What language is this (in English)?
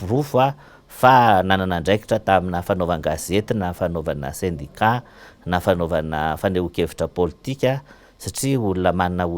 Malagasy